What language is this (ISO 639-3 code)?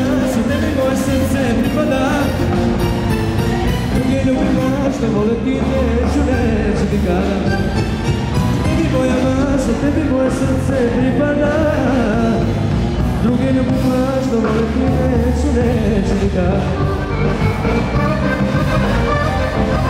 srp